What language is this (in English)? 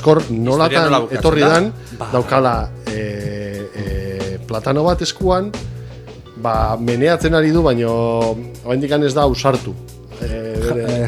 Basque